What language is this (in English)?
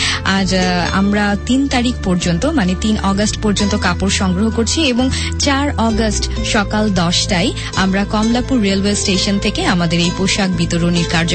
Bangla